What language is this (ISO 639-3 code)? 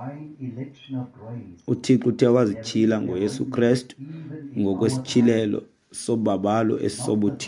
xho